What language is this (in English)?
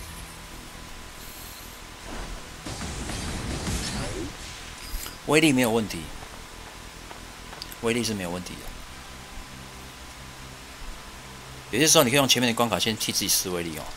Chinese